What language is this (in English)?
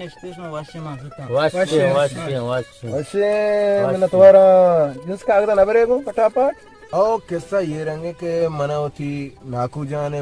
Baluchi